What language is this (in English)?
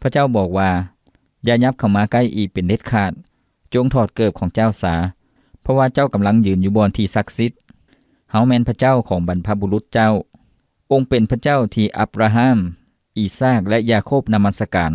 Lao